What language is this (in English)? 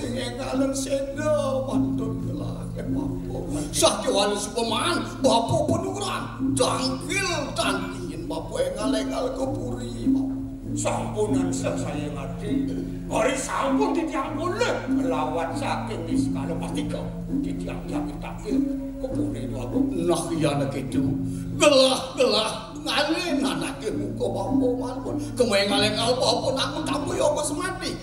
Balinese